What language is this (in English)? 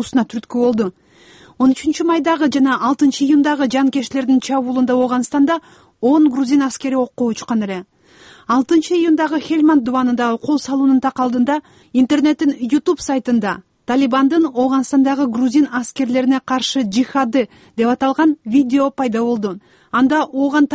Kyrgyz